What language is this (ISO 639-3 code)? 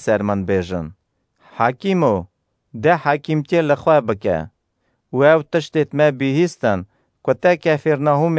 kur